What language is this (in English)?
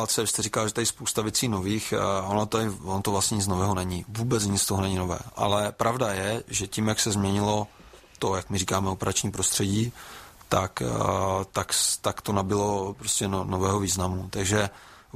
Czech